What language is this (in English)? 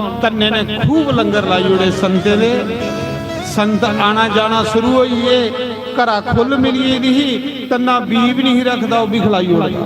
Dogri